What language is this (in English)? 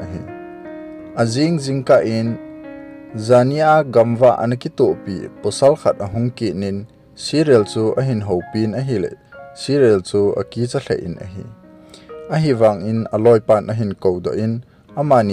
Thado Chin